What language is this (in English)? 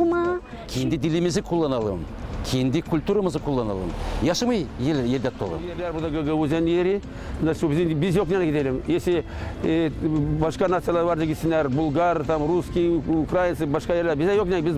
Gagauz